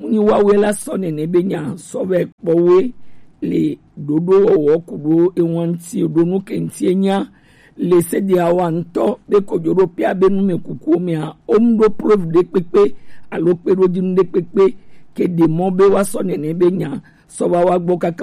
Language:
Gen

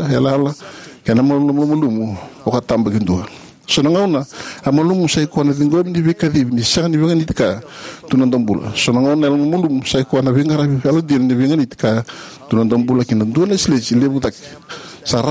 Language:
Fijian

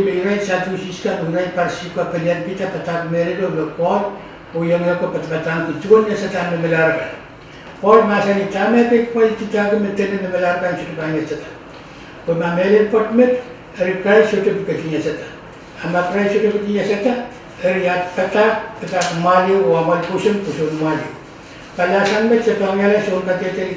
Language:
Pohnpeian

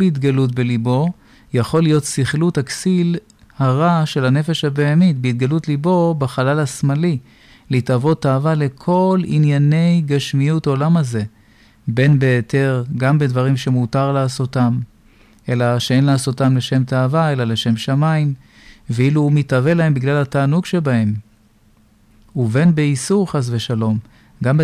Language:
Hebrew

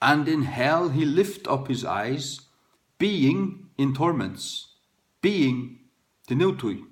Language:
Faroese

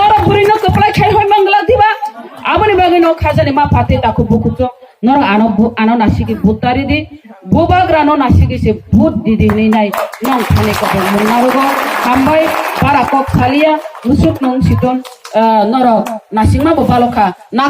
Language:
Kok Borok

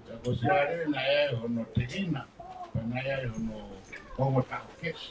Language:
Tongan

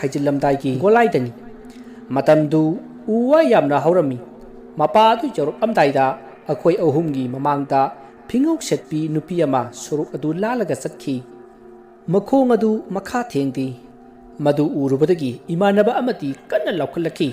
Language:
Manipuri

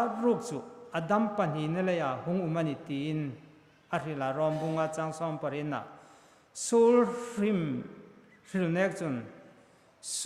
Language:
Hmar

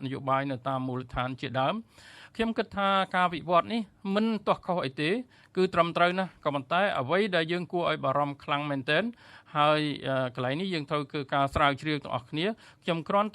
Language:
Khmer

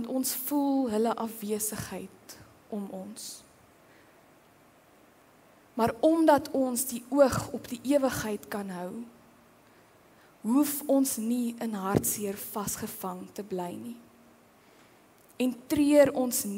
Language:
Afrikaans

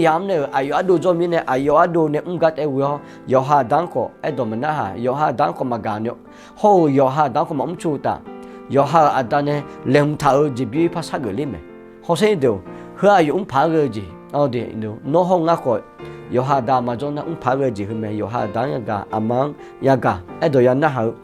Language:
Akha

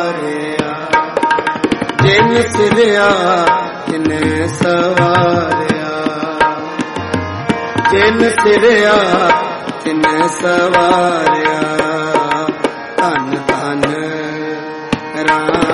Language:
Punjabi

